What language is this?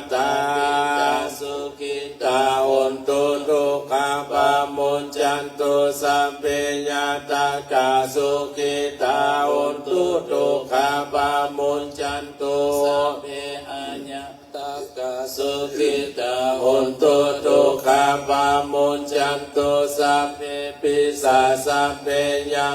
Pali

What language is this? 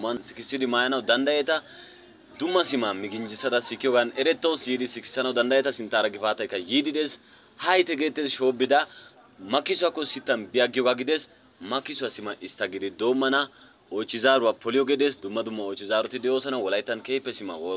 Wolaytta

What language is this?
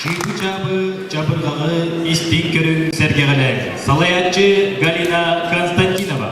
Yakut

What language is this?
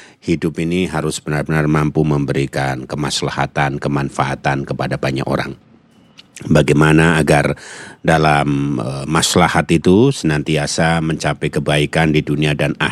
Indonesian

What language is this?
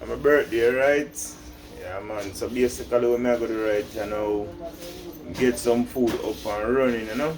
Jamaican Creole English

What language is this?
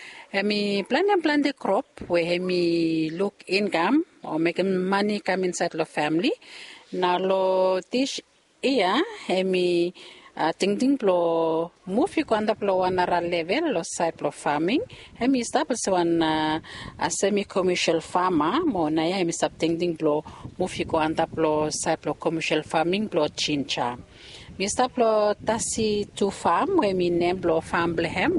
Bislama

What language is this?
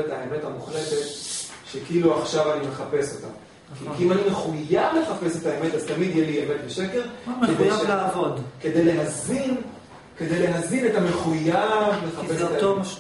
Hebrew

